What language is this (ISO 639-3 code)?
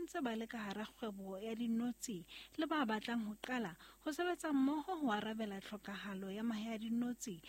sot